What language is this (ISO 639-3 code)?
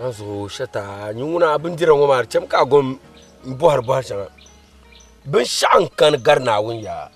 dag